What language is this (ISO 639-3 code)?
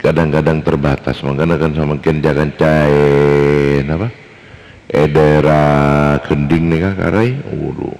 mad